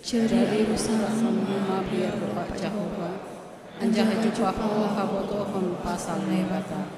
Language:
Batak Simalungun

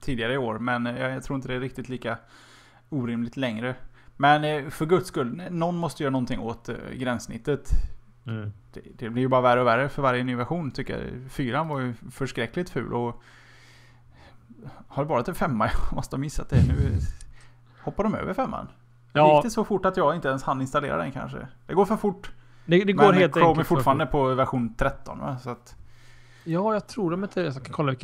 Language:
Swedish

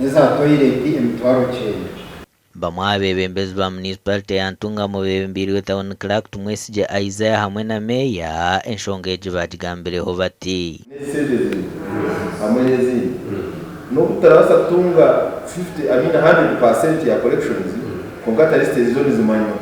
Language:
Nyankole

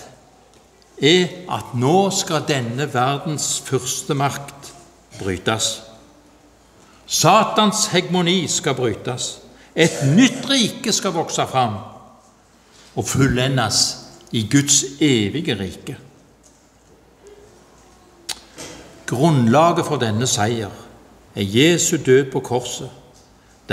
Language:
Norwegian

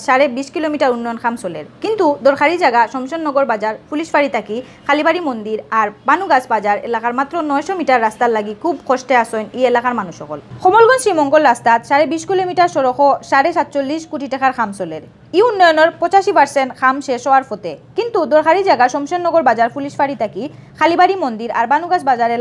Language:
Sylheti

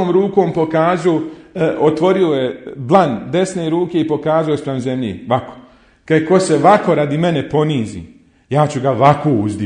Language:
Bosnian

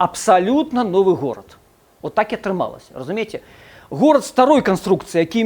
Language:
Belarusian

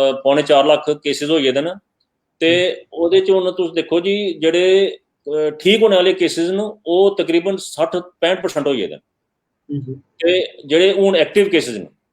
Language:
Dogri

